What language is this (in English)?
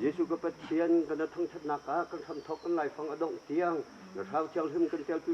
Hakha Chin